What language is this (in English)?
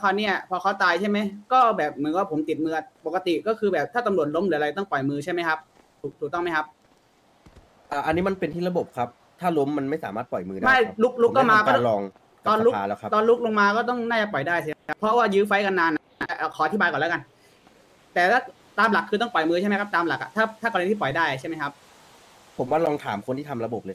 Thai